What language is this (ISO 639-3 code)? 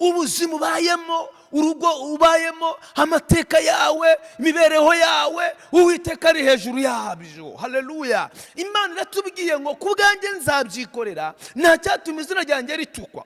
kin